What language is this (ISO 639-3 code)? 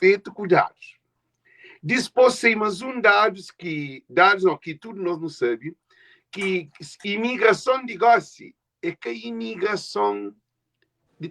kea